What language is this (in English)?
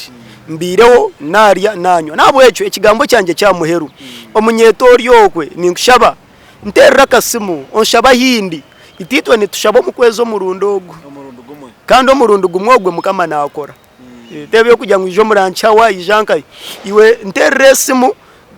Nyankole